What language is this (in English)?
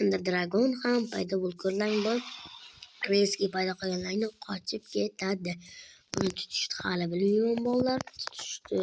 Uzbek